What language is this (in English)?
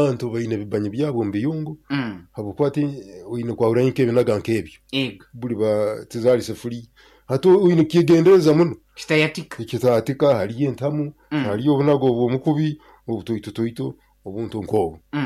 Nyoro